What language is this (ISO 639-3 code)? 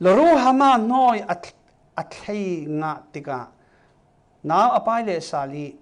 cfm